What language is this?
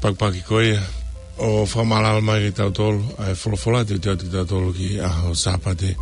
Tongan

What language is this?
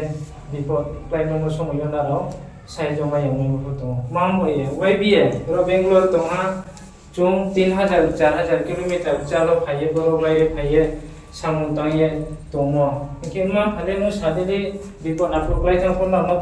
Riang (India)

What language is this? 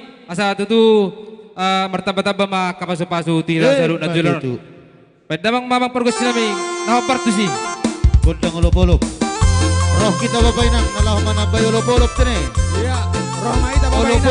Batak Simalungun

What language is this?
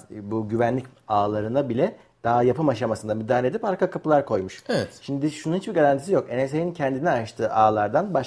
Turkish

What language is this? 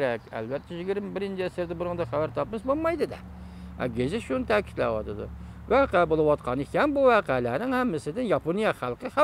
Uyghur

